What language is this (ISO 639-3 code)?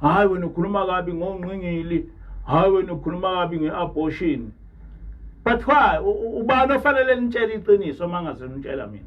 zul